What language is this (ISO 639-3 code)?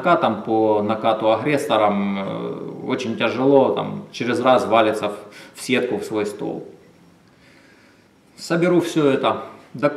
rus